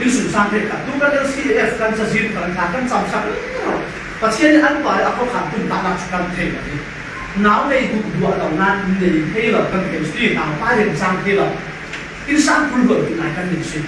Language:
Falam Chin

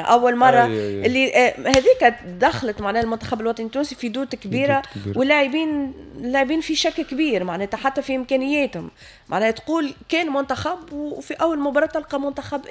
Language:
Tunisian Arabic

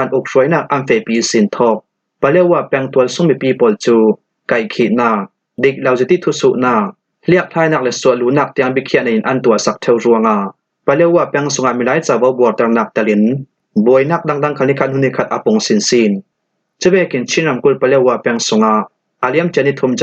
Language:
Falam Chin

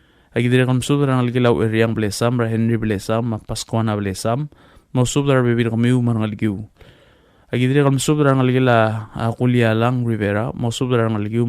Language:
Palauan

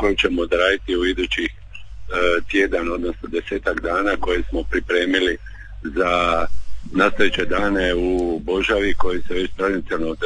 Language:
Croatian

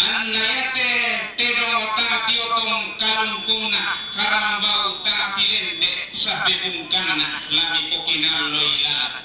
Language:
Toraja-Sa'dan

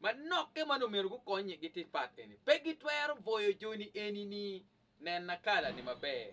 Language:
Acoli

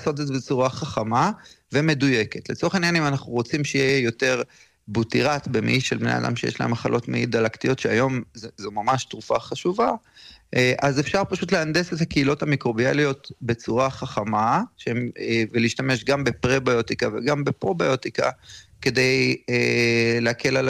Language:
Hebrew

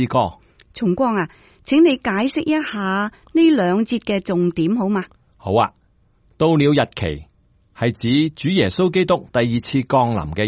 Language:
Cantonese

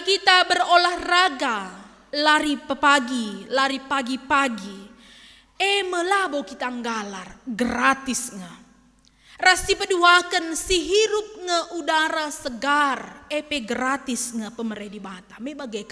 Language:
Batak Karo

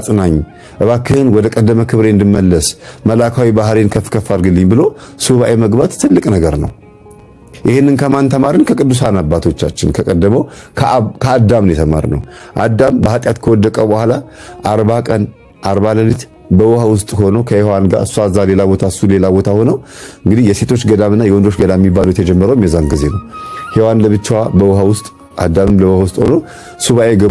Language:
Amharic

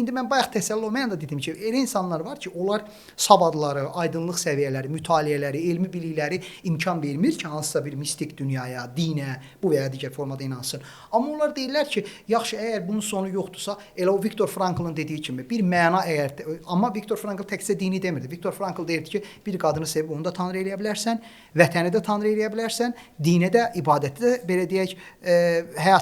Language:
Azerbaijani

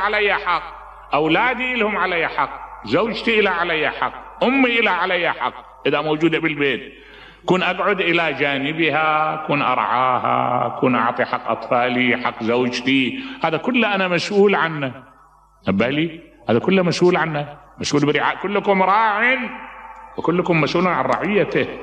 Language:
Mesopotamian Arabic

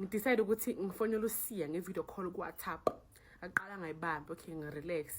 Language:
Zulu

